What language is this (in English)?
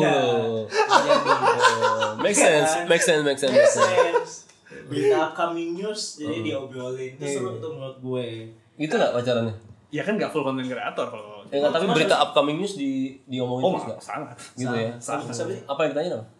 Indonesian